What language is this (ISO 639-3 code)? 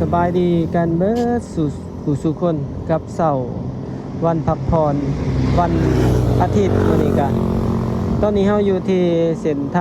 lao